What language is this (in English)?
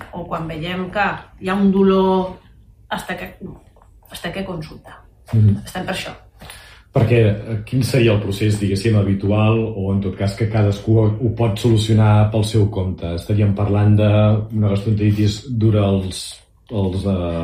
Catalan